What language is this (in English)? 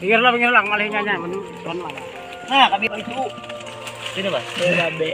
Banjar